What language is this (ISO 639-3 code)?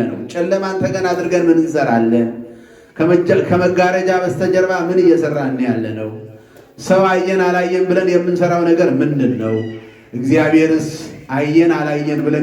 amh